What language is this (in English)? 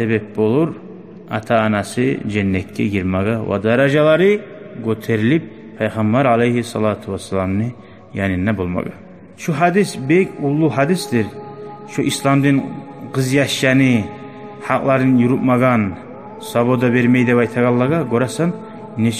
Kumyk